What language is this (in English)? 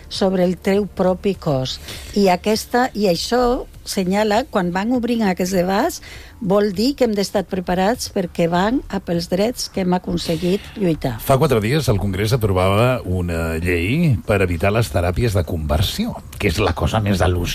Catalan